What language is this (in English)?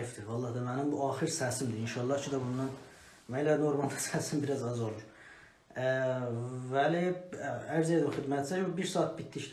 South Azerbaijani